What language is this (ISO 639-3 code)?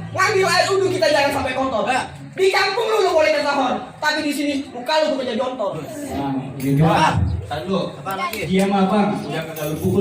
bew